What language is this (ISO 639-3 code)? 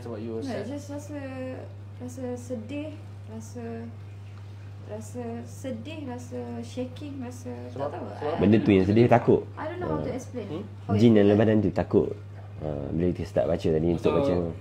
msa